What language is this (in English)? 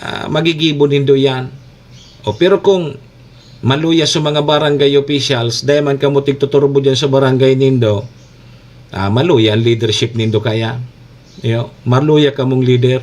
Bikol